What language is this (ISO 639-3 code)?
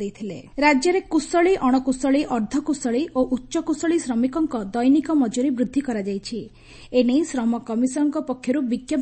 ori